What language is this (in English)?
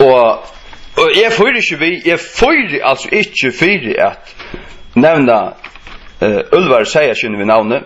Faroese